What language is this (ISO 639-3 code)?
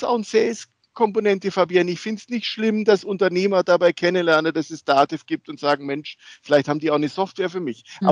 deu